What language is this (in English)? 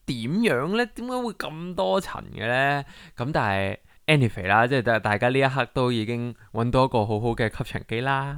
Cantonese